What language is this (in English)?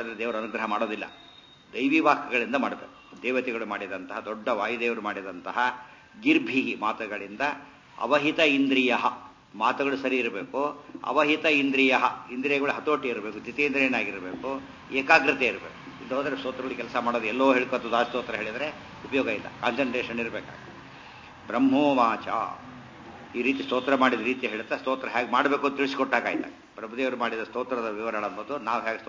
Kannada